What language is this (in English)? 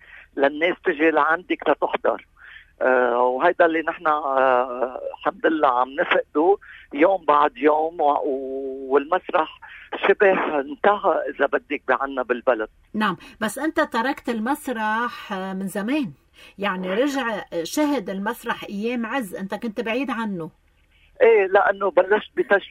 North Levantine Arabic